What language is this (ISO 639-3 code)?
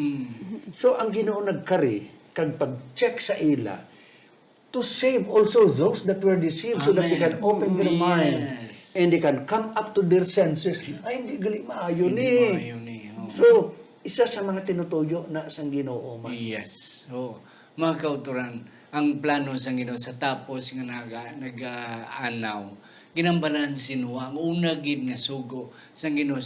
hil